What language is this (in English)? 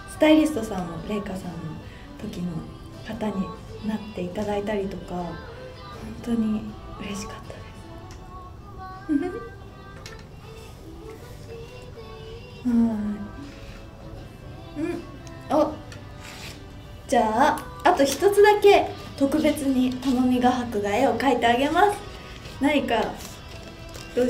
Japanese